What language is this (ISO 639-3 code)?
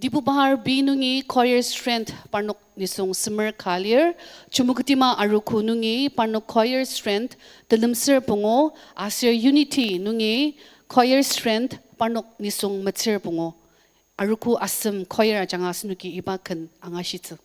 njo